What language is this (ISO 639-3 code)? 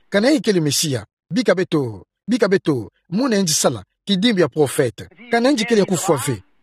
ktu